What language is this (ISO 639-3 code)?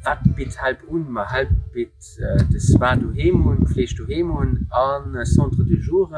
ltz